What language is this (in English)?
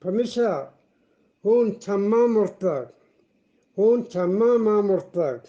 Eastern Balochi